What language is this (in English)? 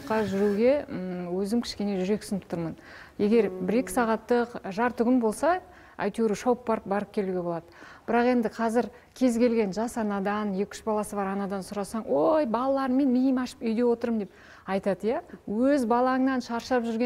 Kazakh